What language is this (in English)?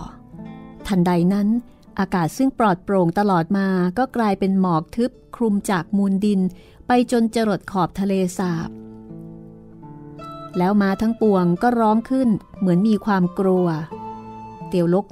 Thai